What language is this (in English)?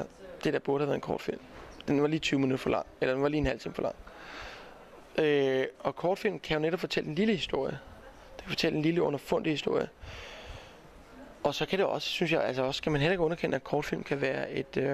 Danish